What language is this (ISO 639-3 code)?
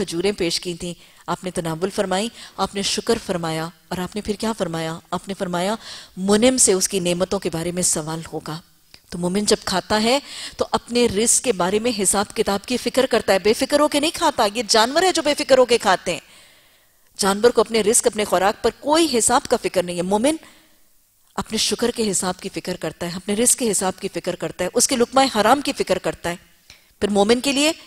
urd